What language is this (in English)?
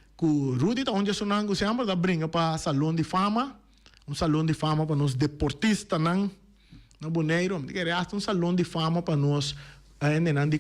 Papiamento